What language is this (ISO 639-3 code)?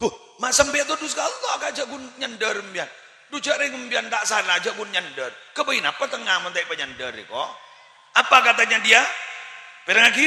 mad